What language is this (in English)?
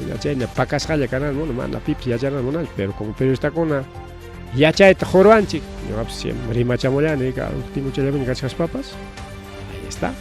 Ayacucho Quechua